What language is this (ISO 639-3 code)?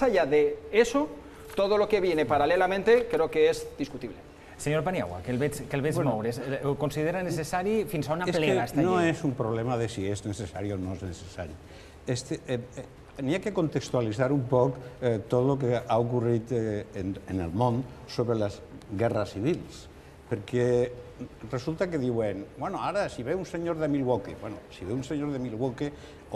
cat